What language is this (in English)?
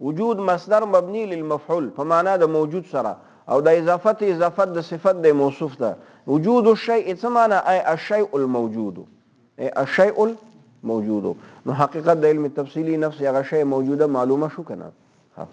Pashto